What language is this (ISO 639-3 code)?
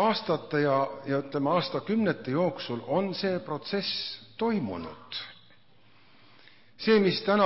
est